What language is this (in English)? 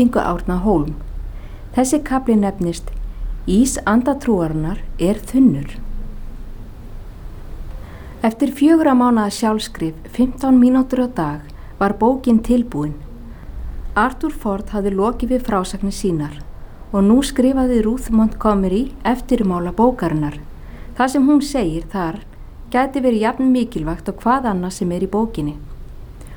Icelandic